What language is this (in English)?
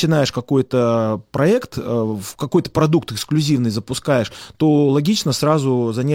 Russian